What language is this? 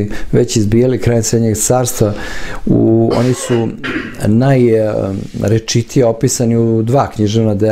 Serbian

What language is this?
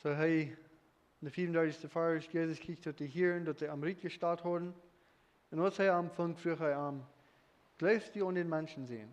Plautdietsch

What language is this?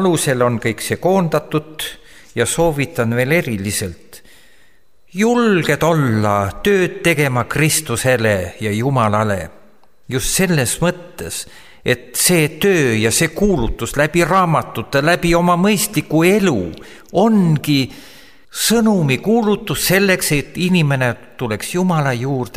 Estonian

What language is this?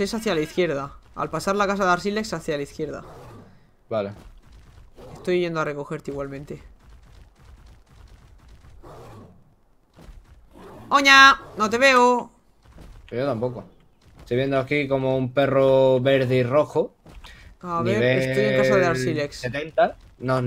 Spanish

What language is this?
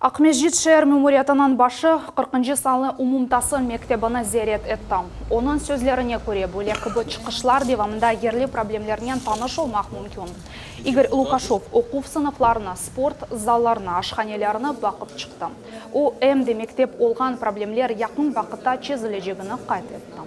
Crimean Tatar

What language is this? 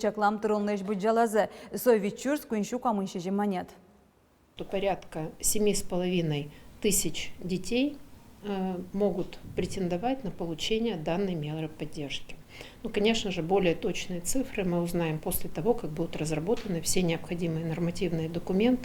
Udmurt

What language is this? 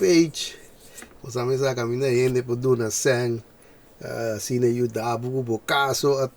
Papiamento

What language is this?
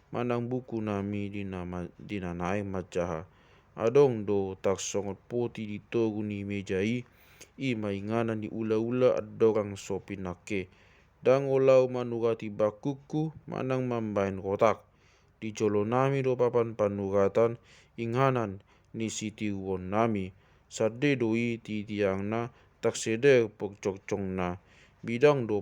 Batak Toba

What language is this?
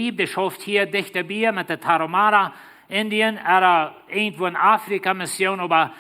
Plautdietsch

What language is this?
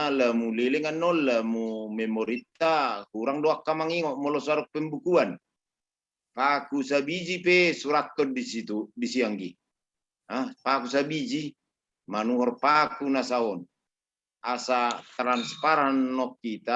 Batak Toba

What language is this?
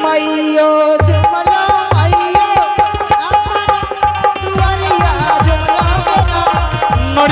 Angika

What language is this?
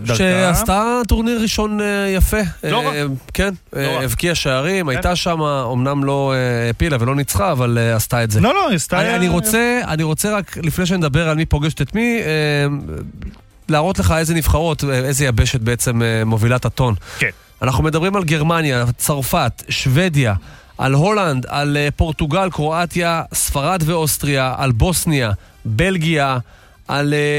Hebrew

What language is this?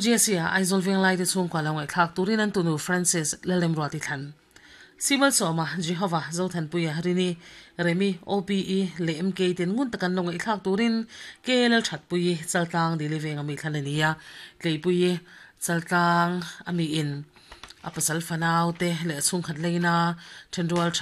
Mizo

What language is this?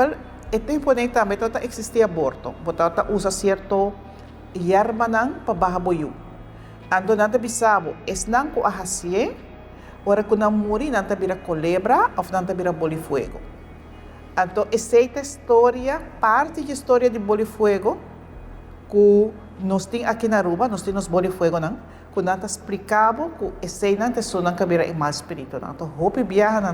Papiamento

